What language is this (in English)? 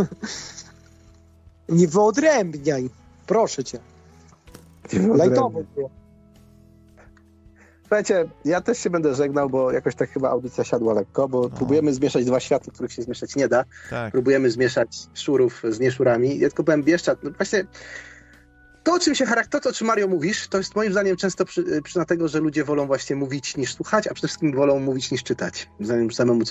Polish